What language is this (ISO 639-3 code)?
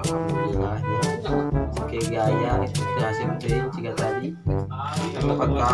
sun